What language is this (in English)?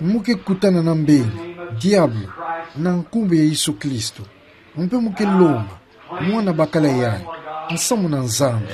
Kituba (Democratic Republic of Congo)